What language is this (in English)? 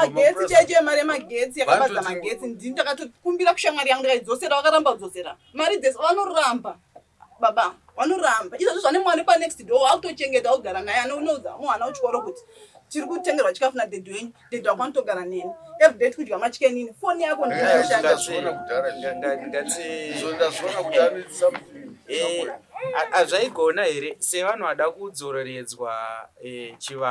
Shona